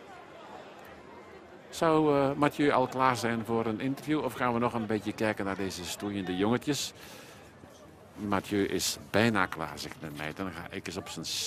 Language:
Dutch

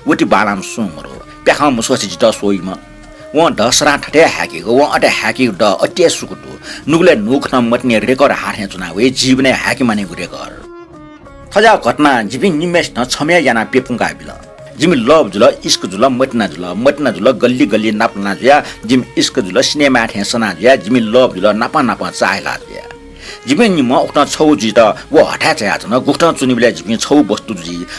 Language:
Newari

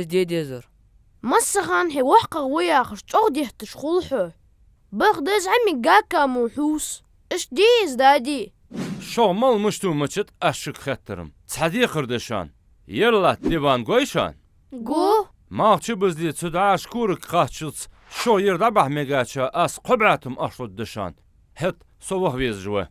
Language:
Ingush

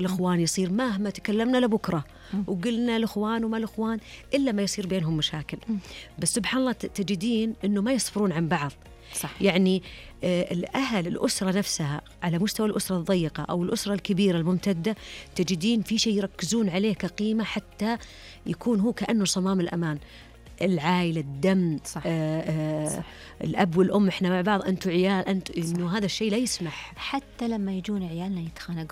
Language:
Najdi Arabic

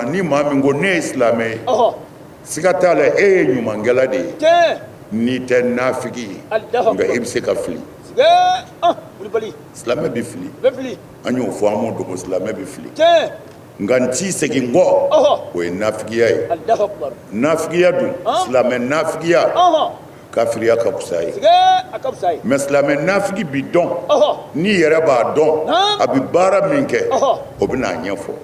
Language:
Bambara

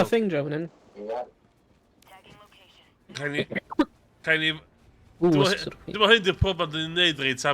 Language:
Welsh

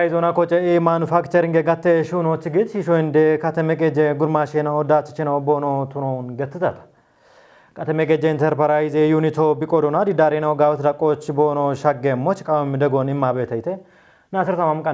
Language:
Kafa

